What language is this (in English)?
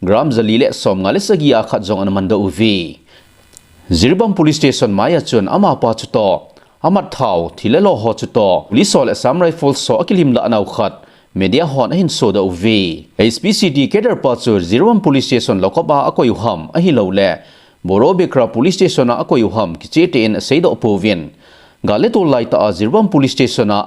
Thado Chin